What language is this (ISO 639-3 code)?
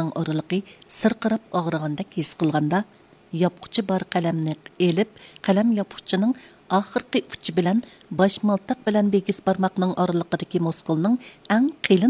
uig